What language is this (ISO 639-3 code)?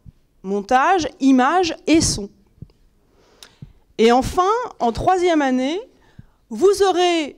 fra